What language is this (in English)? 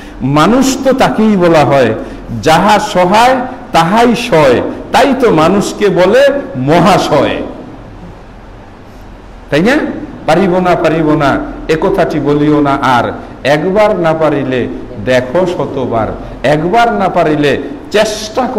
Bangla